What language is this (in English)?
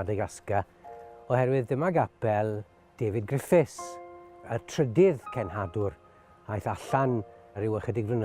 Welsh